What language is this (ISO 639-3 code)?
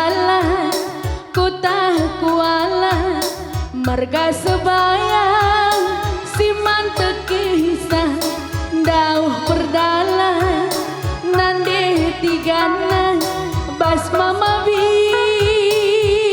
btx